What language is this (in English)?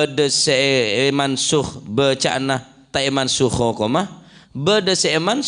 Madurese